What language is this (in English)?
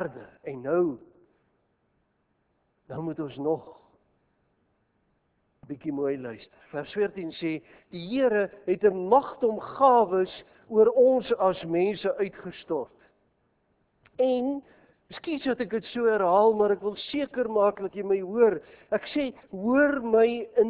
Afrikaans